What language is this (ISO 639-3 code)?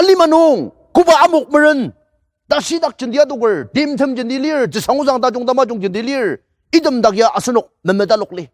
njo